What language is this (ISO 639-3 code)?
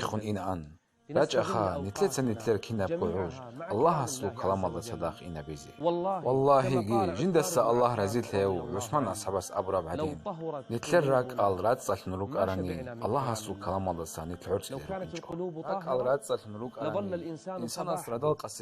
ava